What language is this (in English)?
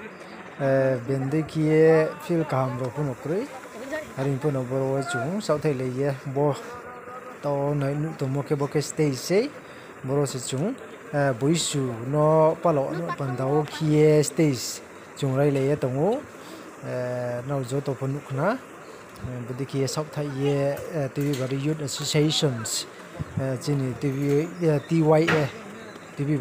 Riang (India)